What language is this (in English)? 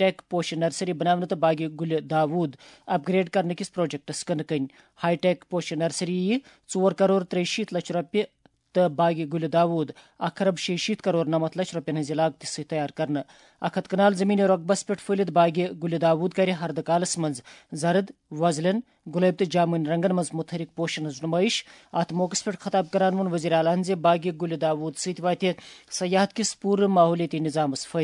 Kashmiri